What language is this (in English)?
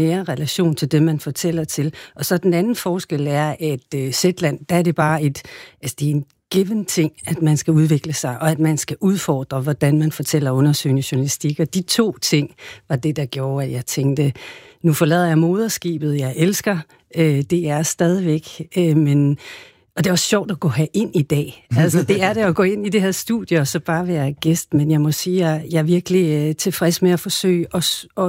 Danish